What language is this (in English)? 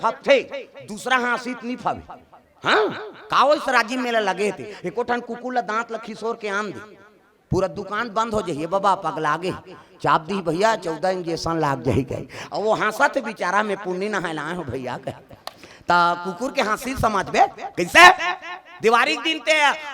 Chhattisgarhi